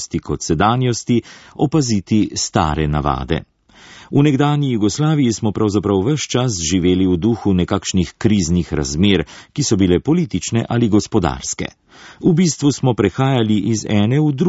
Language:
Slovenian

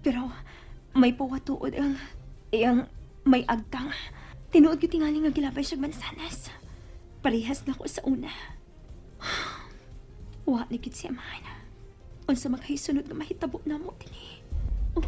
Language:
Cebuano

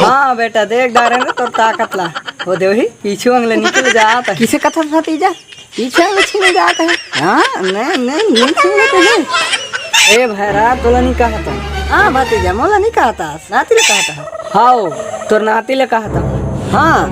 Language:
Chhattisgarhi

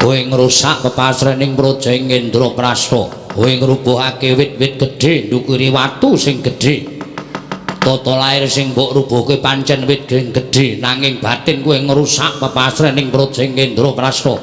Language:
Javanese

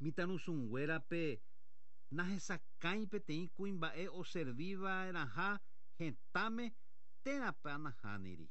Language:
Guarani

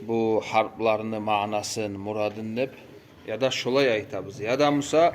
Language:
Kumyk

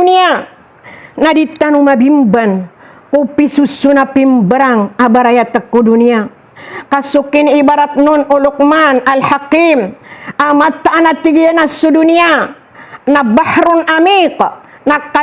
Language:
Maranao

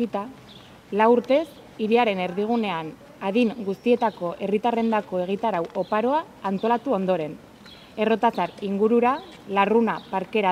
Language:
Basque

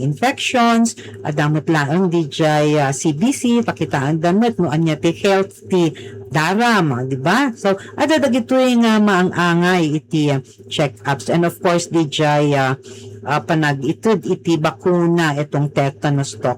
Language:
Iloko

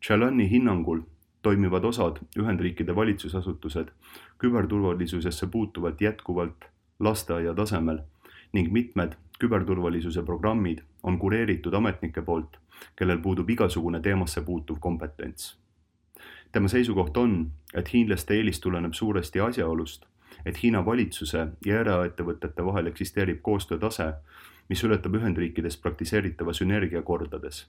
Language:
Estonian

